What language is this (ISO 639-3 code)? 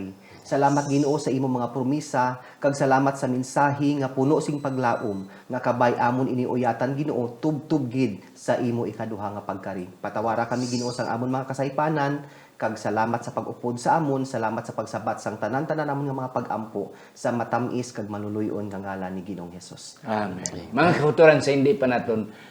hil